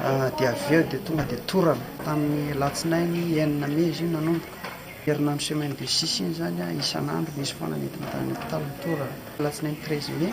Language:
Malagasy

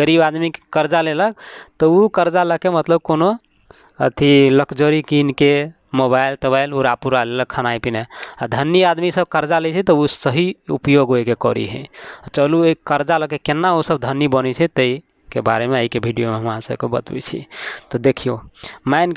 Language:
Maithili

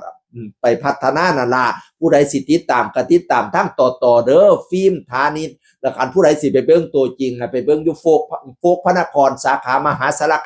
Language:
Northeastern Thai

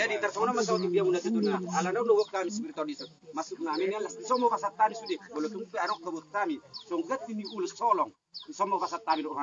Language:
Batak Toba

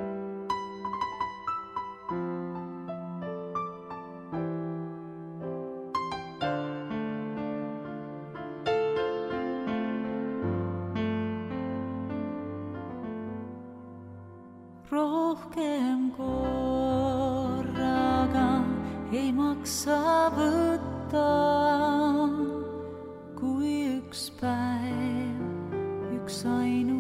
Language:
Estonian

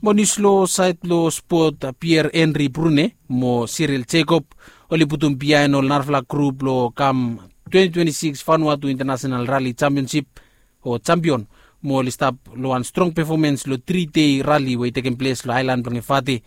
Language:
Bislama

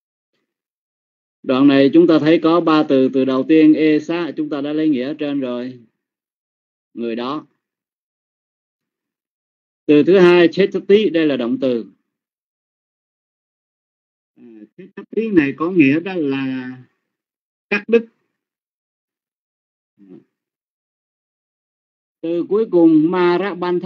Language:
Vietnamese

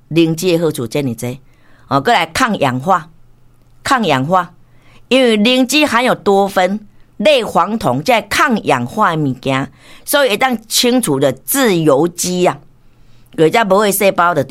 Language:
Min Nan Chinese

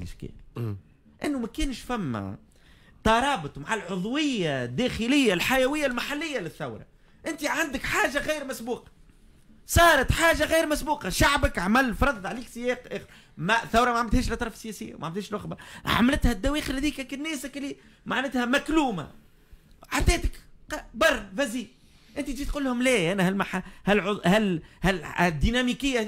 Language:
Tunisian Arabic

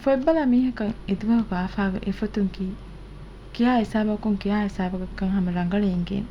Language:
Divehi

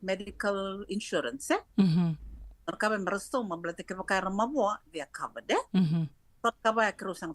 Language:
Fijian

